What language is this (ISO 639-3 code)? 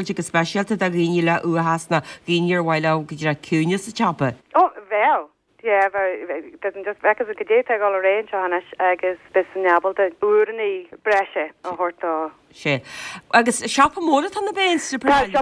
gle